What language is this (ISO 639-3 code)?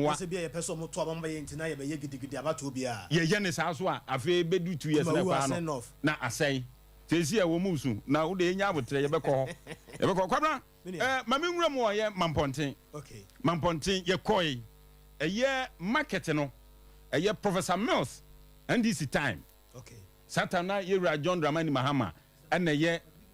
aka